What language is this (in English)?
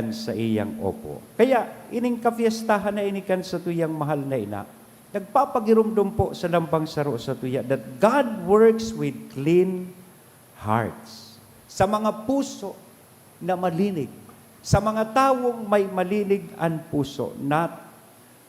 Bikol